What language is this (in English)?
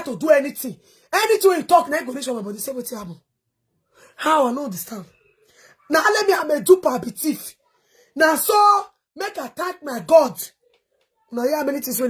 Nigerian Pidgin